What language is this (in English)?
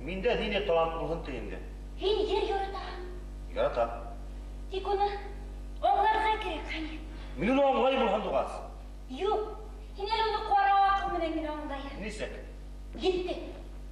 Bashkir